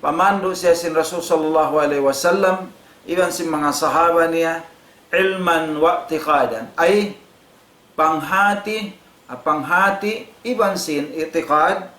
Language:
Tausug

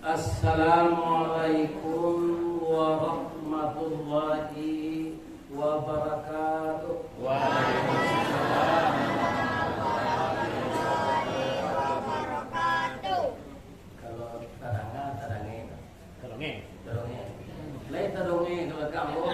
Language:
Minangkabau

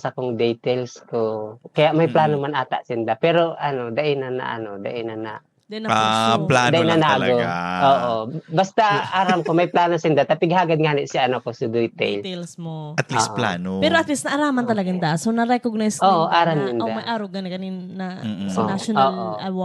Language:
Bikol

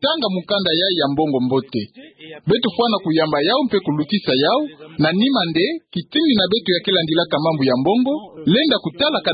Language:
Kituba (Democratic Republic of Congo)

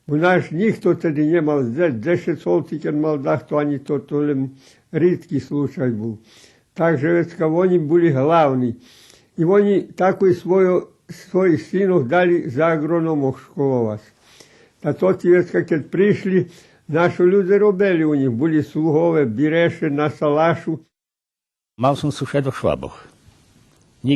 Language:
Rusyn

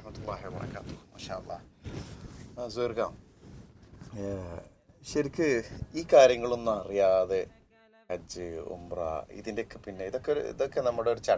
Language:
Malayalam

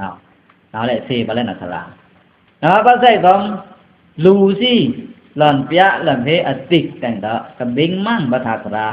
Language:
Pa'o Karen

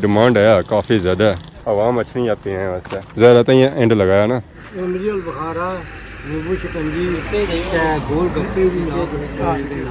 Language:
Pahari-Potwari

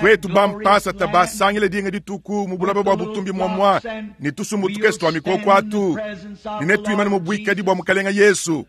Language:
Luba-Lulua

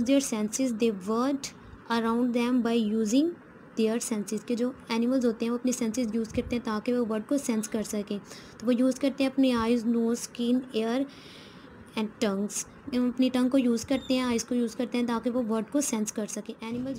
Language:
Hindi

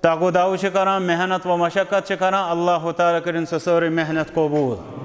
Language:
Kashmiri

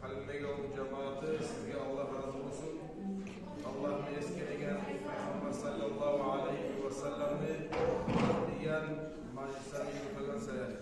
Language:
Kumyk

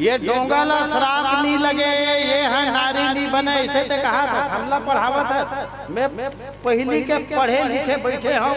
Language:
Chhattisgarhi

